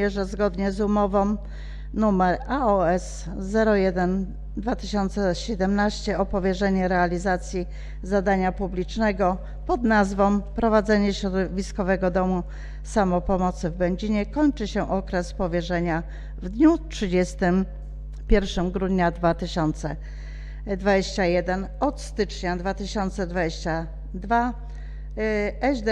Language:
Polish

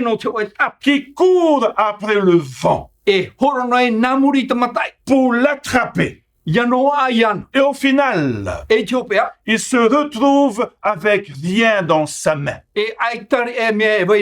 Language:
Tahitian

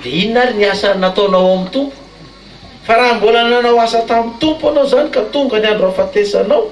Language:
Malagasy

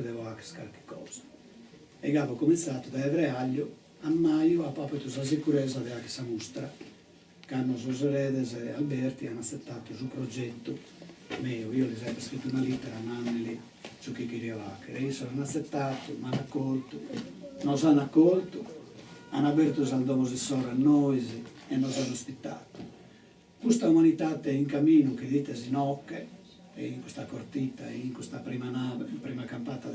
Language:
Sardinian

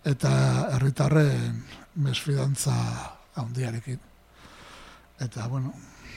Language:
Basque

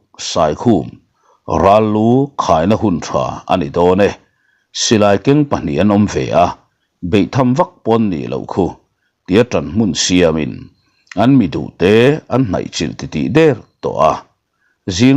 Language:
Mizo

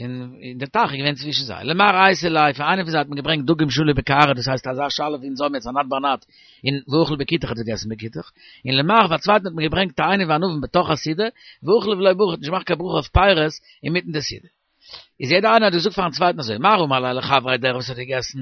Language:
Yiddish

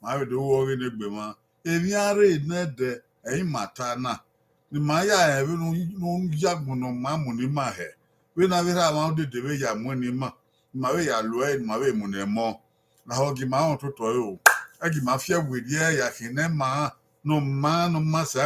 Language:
Bini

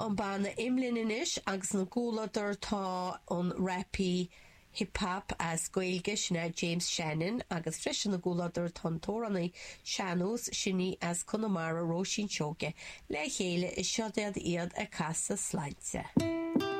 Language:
Irish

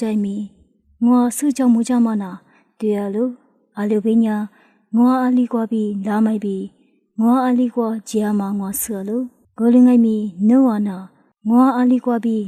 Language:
Lisu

